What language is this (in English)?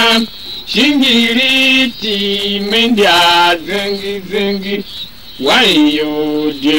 Tiv